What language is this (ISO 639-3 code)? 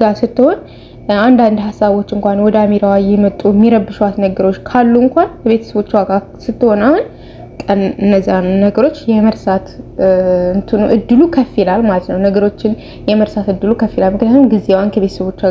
amh